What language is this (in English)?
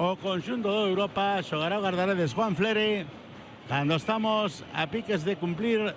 Galician